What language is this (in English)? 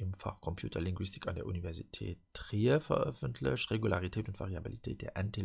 Luxembourgish